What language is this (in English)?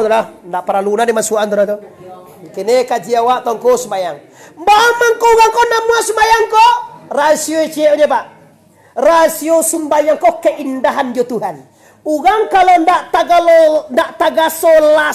Minangkabau